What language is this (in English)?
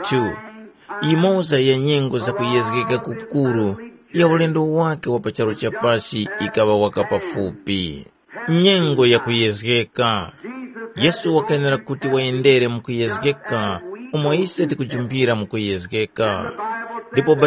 Tumbuka